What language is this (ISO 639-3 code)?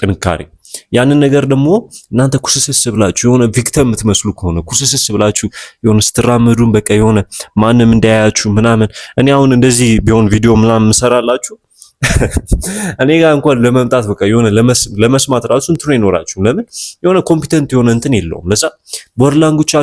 amh